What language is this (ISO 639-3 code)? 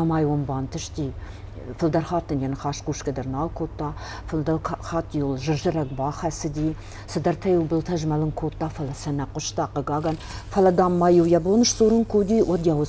oss